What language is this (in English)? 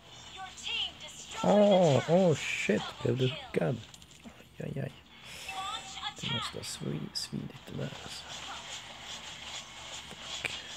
Swedish